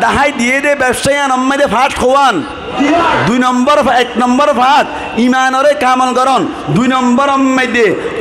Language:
Rohingya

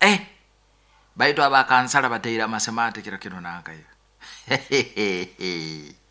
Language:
Nyoro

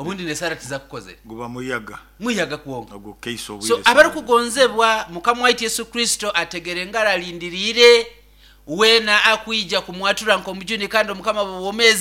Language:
Nyoro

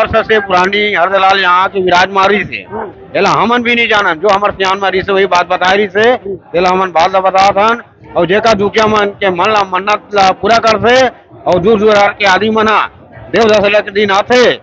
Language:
Chhattisgarhi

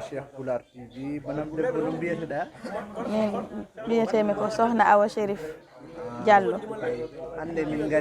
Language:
Fula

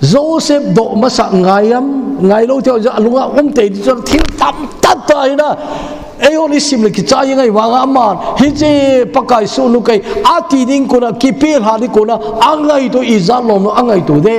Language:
Thado Chin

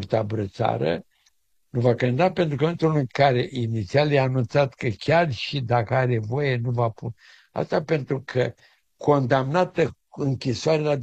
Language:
Romanian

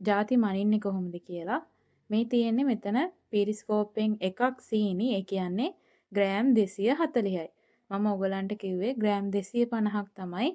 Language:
Sinhala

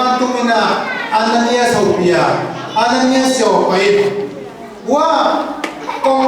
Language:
Tedim Chin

